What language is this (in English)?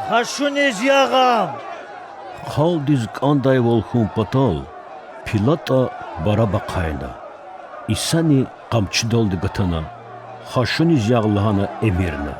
Lezghian